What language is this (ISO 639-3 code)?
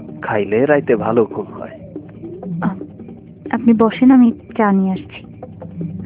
ben